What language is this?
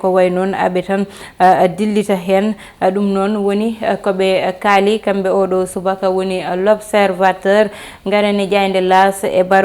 Fula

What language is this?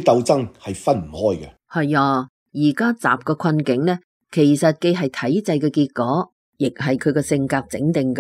Cantonese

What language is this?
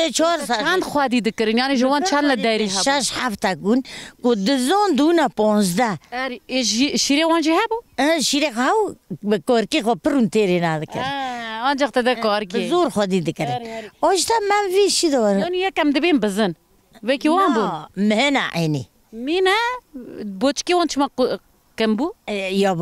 Kurdish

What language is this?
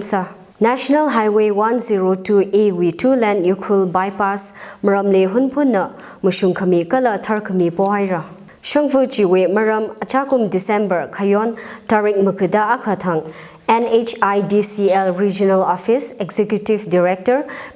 Tangkhul Naga (India)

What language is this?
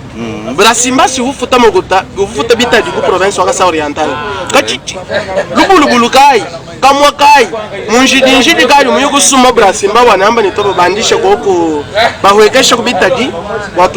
Luba-Lulua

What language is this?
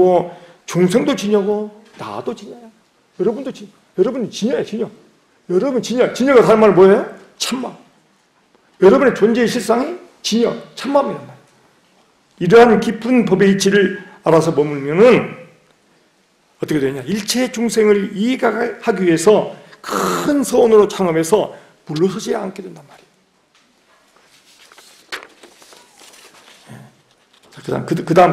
Korean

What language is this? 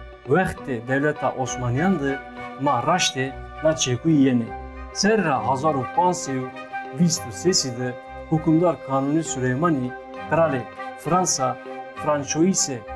Zaza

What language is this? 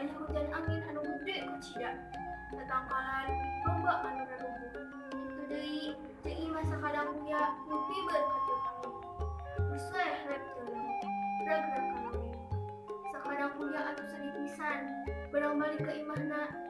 Sundanese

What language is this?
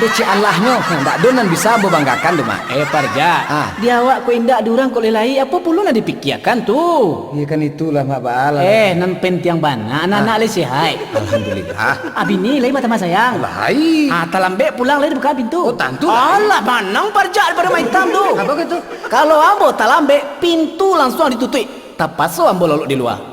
Minangkabau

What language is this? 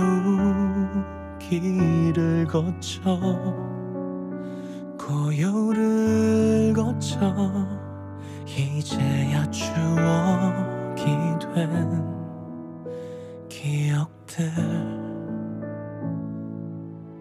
Korean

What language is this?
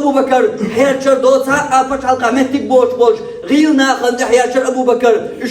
Chechen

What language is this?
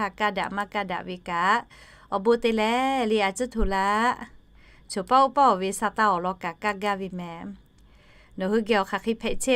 Lahu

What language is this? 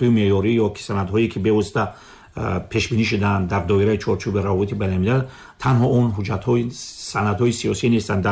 Tajik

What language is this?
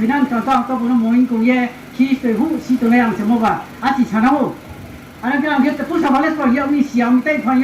Riang (India)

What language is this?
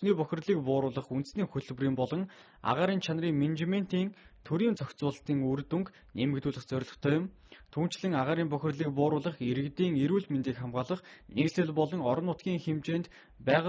Mongolian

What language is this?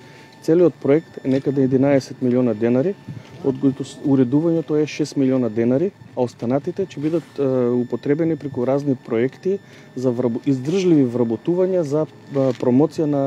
Macedonian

